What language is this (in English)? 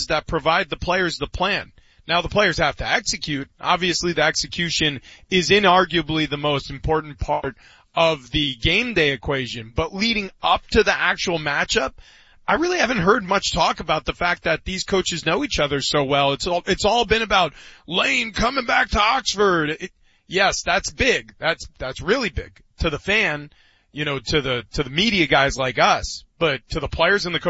English